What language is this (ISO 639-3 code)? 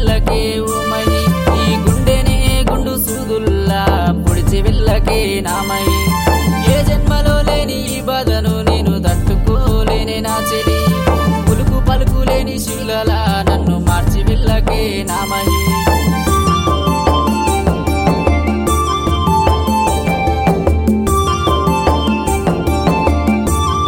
tel